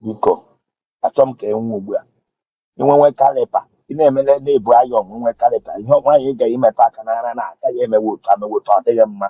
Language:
Igbo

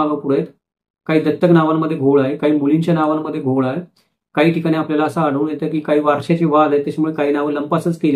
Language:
Marathi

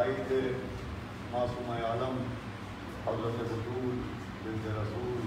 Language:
Urdu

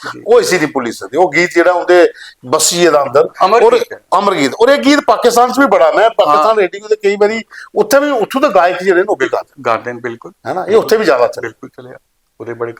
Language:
Dogri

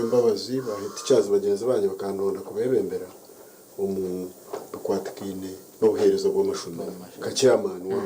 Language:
Nyankole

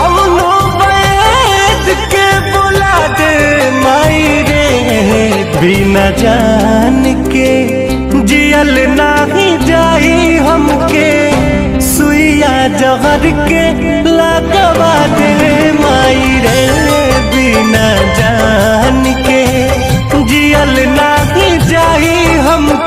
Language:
Bhojpuri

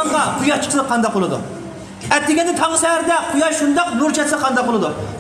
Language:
Uyghur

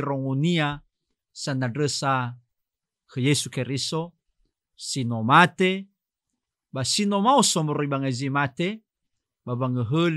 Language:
Nias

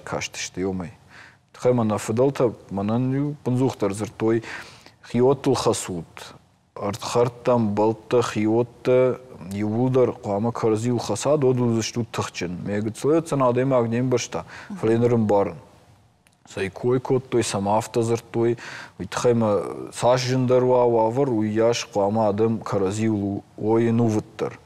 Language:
Ossetic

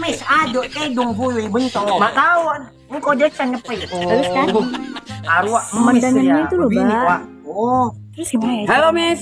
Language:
Madurese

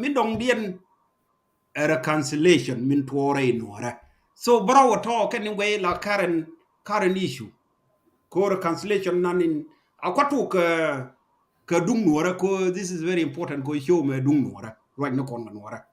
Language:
Nuer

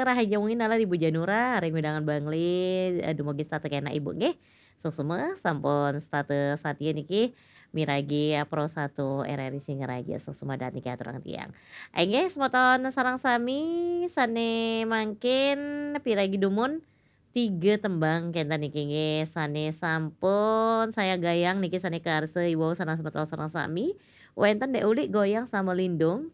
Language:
Balinese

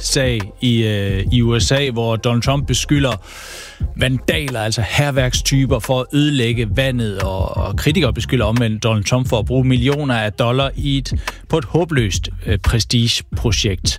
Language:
Danish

